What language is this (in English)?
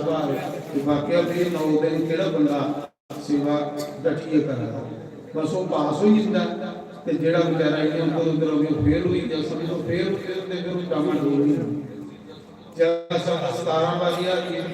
Dogri